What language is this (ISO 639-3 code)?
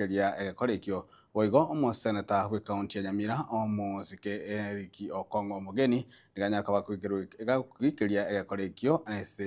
guz